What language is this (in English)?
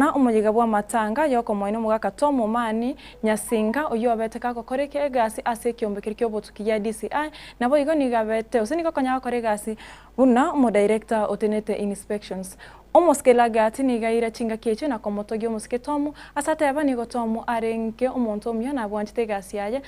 Gusii